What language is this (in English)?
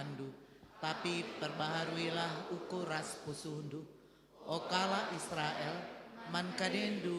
Batak Karo